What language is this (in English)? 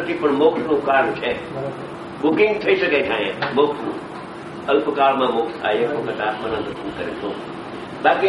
Gujarati